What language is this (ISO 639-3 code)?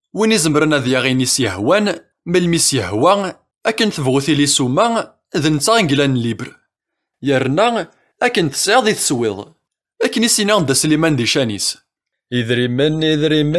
kab